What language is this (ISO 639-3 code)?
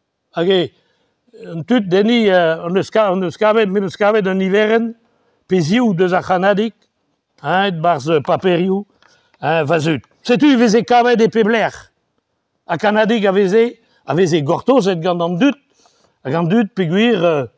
bre